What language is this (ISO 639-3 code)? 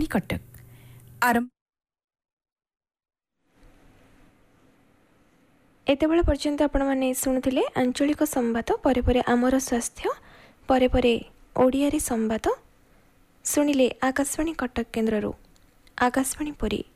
ori